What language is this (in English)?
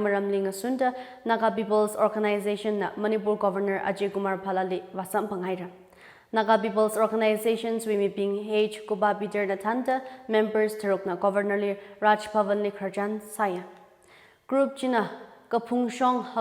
Tangkhul Naga (India)